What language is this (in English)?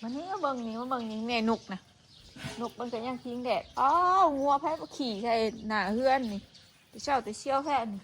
Northeastern Thai